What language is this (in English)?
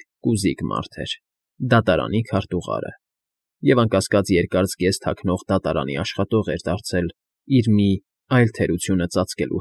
Armenian